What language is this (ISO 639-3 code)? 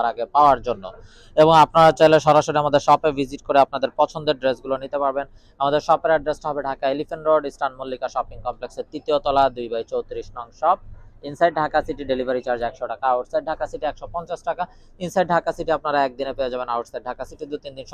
ben